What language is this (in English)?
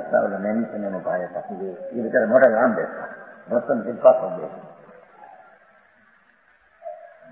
Gujarati